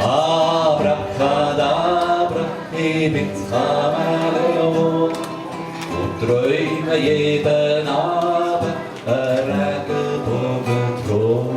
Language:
Swiss German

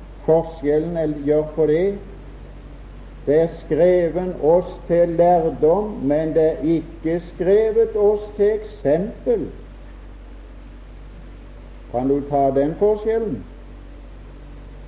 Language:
Norwegian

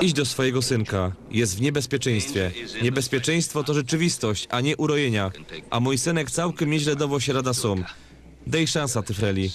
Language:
Silesian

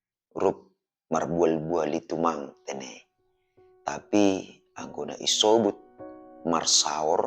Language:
Batak Simalungun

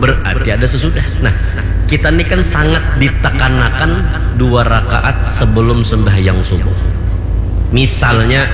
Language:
Banjar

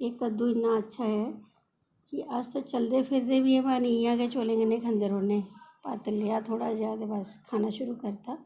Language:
Dogri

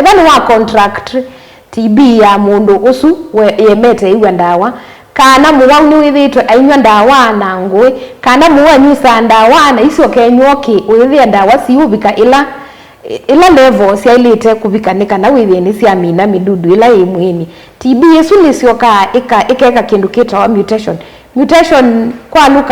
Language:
Kamba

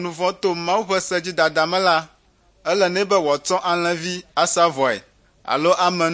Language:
Ewe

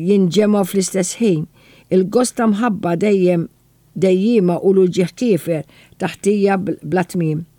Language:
Maltese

